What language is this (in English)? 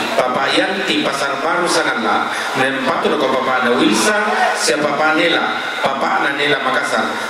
Toraja-Sa'dan